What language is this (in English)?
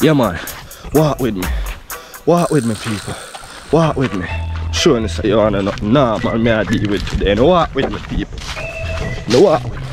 Jamaican Creole English